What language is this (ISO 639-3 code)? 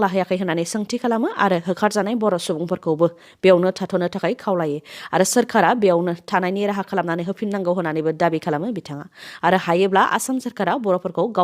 brx